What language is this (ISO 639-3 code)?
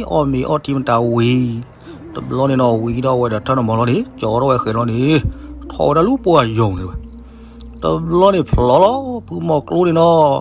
ksw